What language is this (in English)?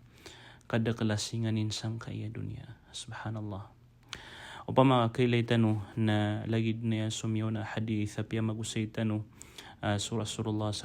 Maranao